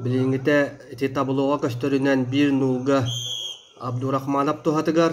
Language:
Yakut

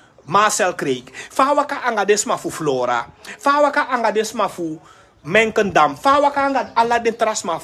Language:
Sranan Tongo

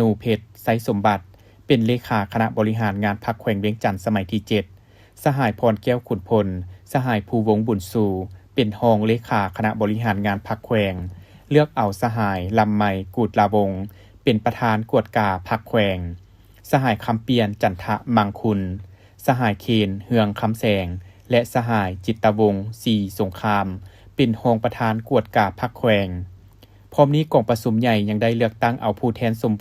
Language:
Lao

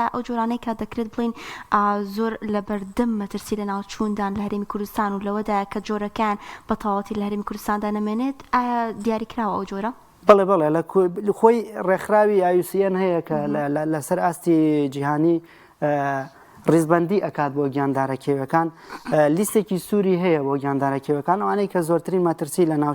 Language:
Central Kurdish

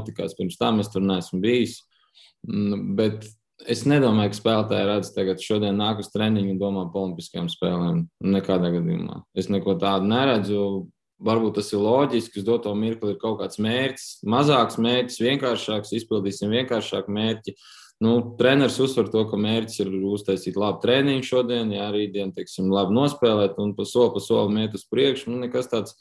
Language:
Latvian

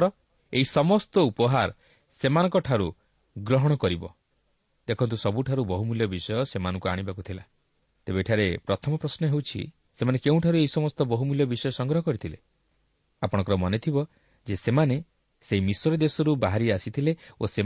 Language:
Odia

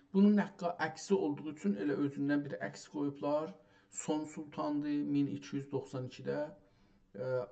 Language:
South Azerbaijani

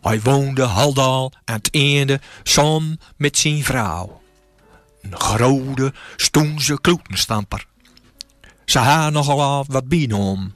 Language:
Gronings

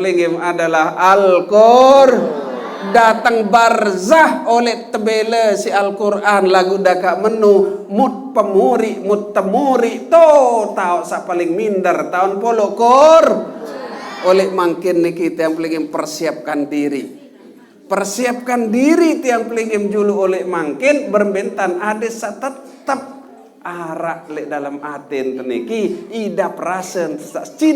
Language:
Sasak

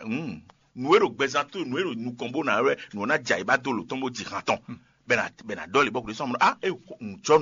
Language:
Fon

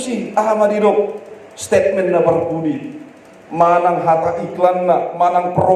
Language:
Batak Toba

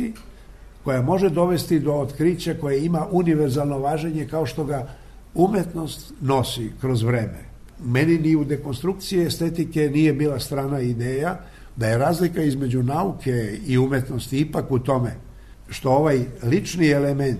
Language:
Serbian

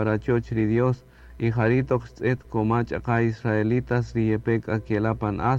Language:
Kaqchikel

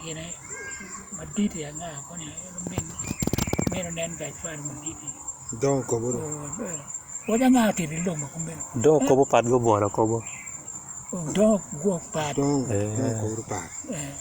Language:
Acoli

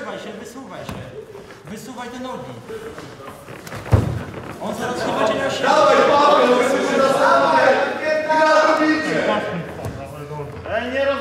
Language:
Polish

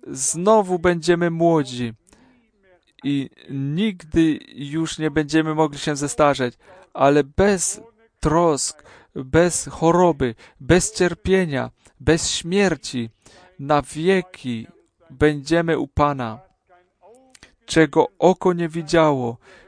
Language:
Polish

